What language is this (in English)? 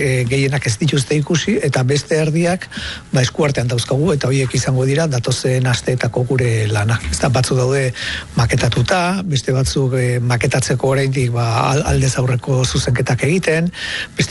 Basque